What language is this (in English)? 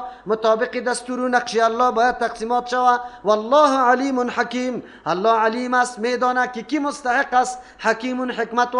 Persian